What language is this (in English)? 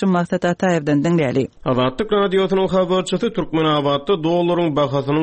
Turkmen